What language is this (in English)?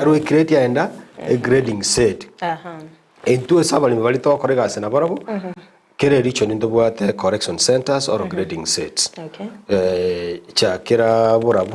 Gusii